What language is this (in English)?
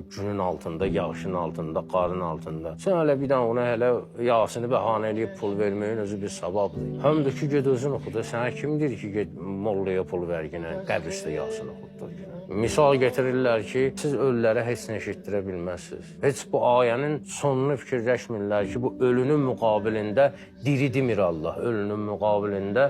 Azerbaijani